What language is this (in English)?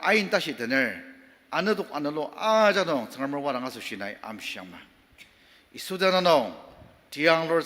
Ao Naga